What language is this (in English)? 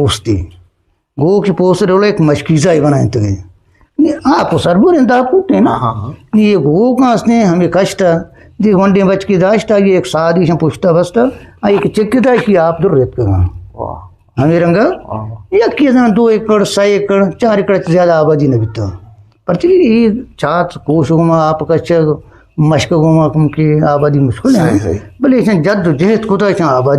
Eastern Balochi